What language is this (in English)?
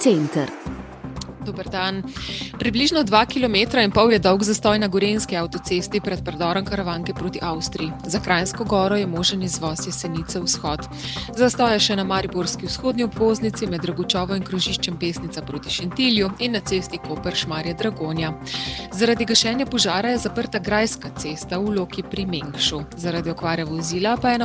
Slovenian